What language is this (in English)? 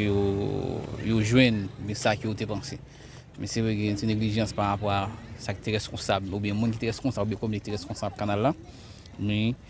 Haitian Creole